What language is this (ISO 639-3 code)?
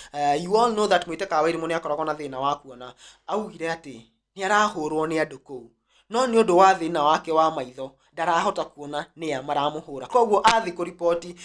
kik